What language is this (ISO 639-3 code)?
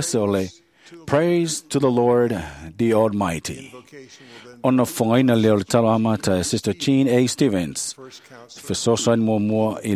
smo